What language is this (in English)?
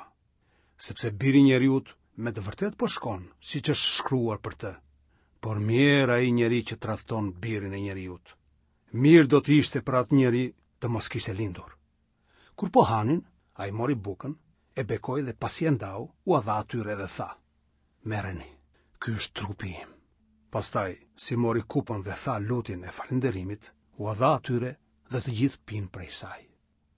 Albanian